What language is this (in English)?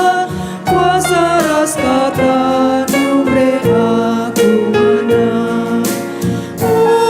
Batak Karo